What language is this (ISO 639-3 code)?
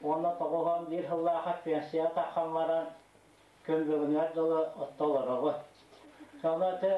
sah